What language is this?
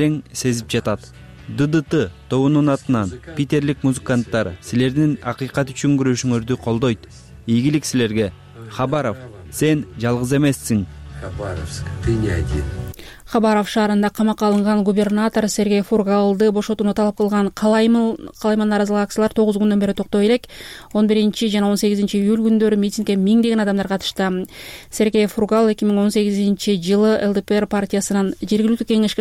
Kyrgyz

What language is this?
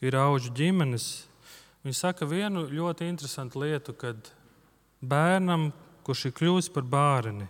Latvian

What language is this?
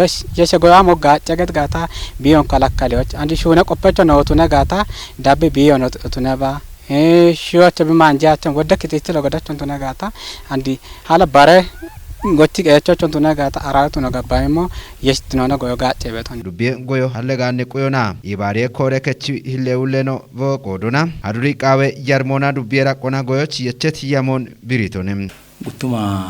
Kafa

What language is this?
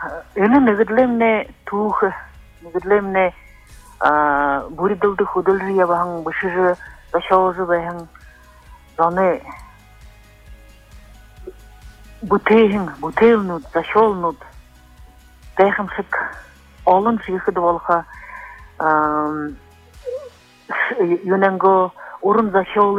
Buriat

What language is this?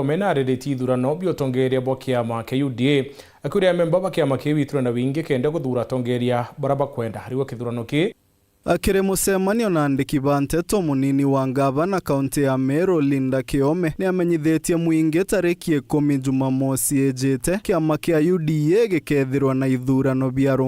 Meru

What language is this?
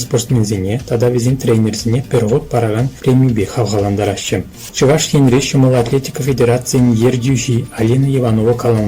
Chuvash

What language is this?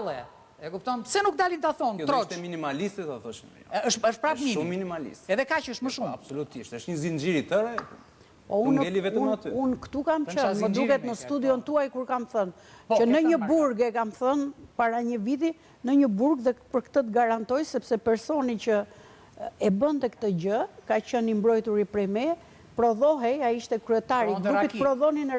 Albanian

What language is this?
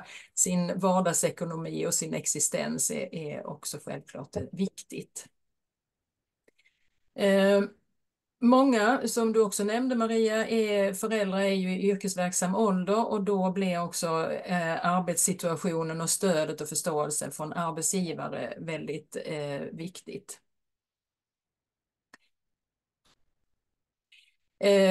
Swedish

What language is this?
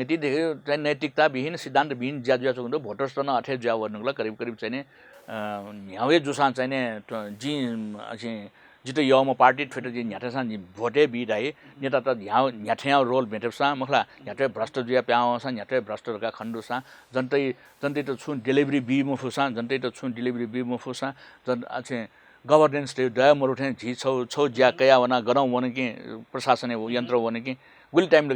Newari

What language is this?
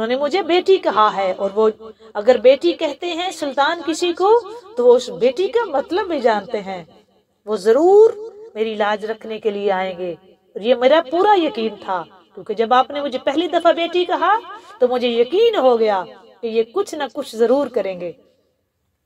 Urdu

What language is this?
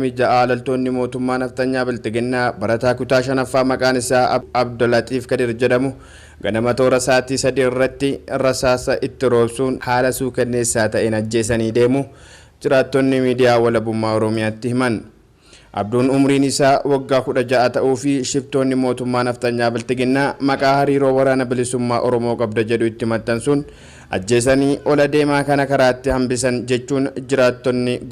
Oromo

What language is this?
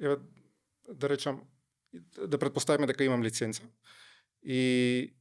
Macedonian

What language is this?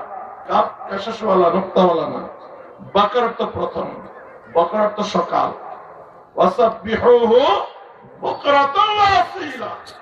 Bangla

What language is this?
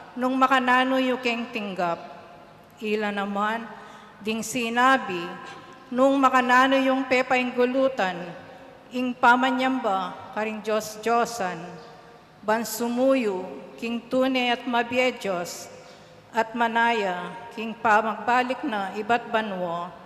Pampanga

